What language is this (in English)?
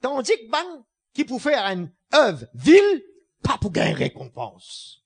Morisyen